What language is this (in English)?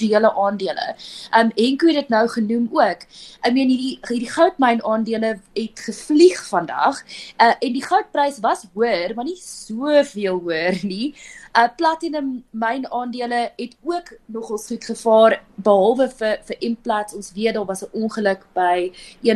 Afrikaans